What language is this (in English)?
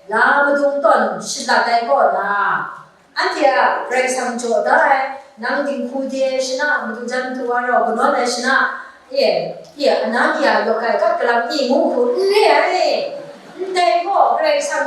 Kachin